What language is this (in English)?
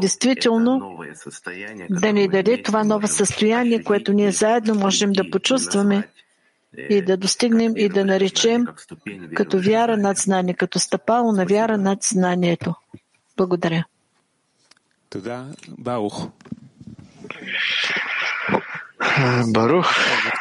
Bulgarian